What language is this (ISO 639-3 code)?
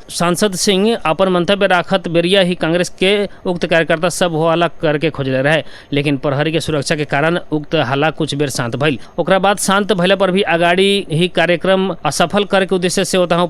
bho